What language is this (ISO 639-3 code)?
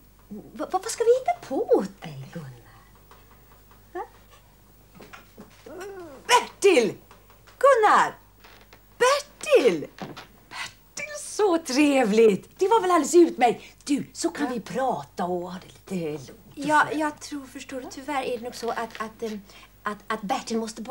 swe